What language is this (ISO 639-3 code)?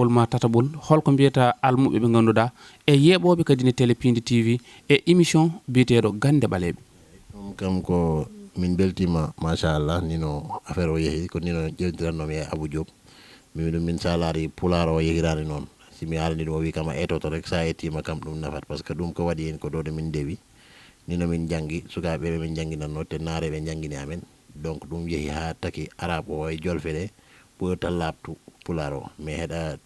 ful